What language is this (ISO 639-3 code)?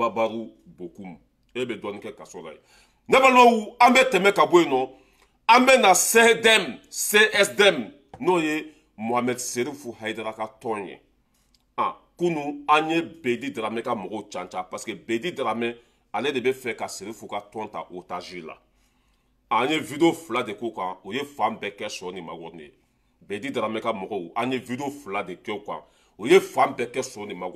bam